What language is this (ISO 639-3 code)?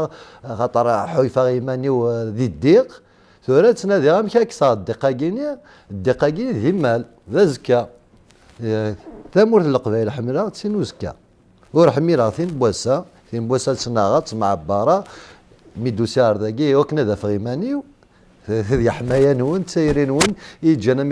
kab